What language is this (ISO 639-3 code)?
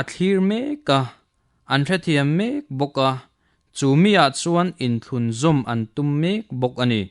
lus